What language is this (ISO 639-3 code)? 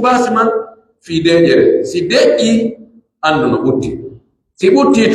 fuf